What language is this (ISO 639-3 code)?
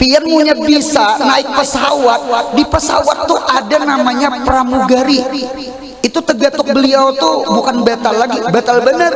bjn